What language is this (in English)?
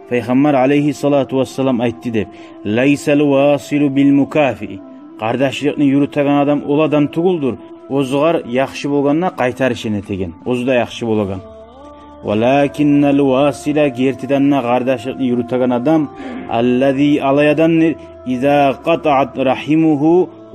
Kumyk